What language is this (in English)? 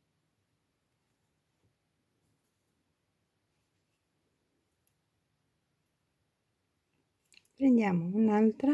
Italian